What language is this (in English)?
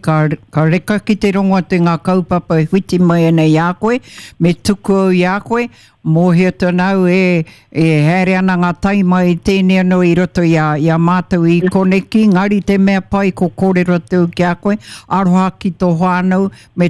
Māori